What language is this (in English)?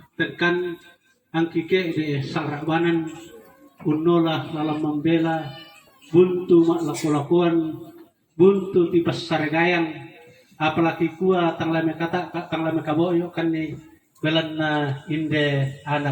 Toraja-Sa'dan